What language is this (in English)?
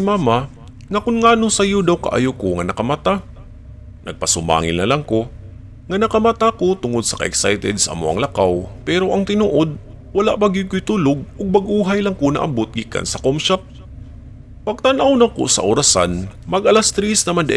Cebuano